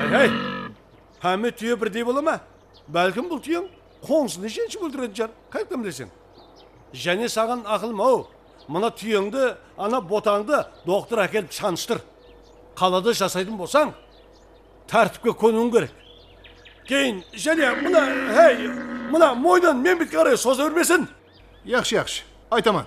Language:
Kara-Kalpak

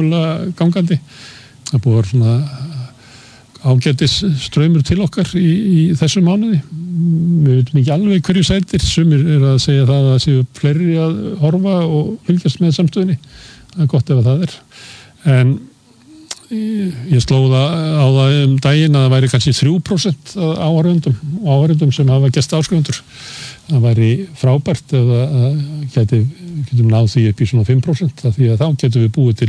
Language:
Icelandic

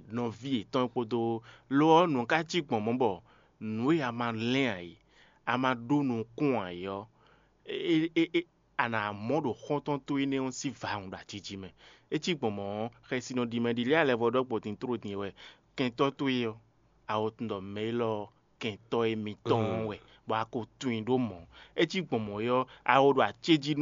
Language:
Fon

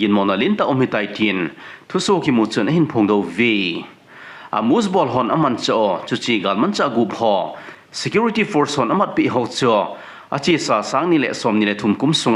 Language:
Thado Chin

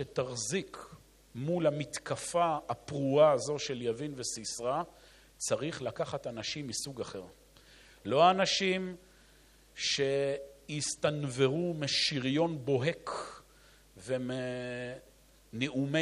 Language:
Hebrew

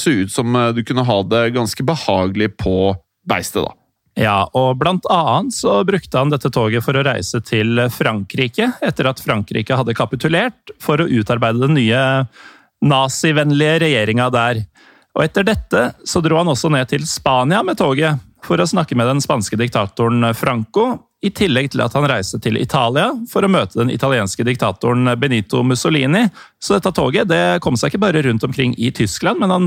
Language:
Norwegian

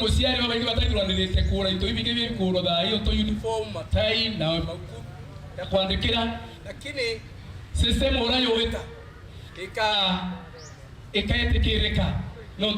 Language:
Meru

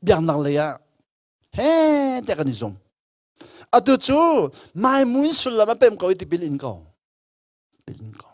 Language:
Hakha Chin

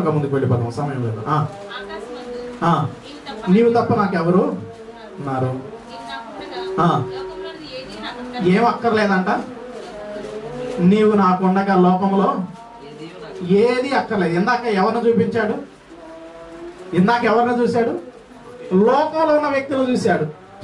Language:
Telugu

